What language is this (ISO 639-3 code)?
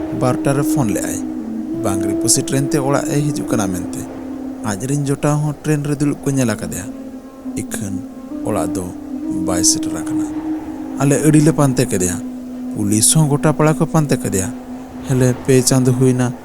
sat